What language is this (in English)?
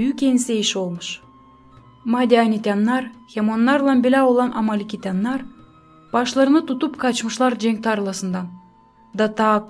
Gagauz